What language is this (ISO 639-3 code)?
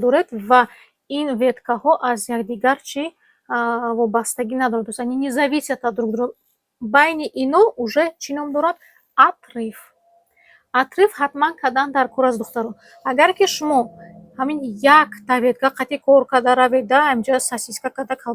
tgk